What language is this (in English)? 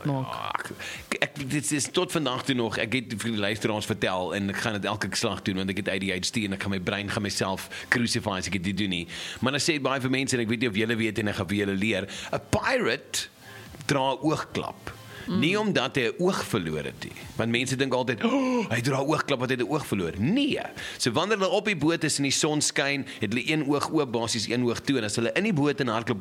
Afrikaans